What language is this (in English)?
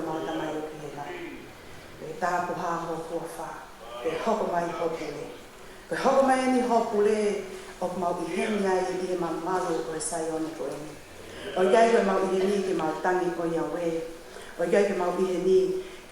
Tongan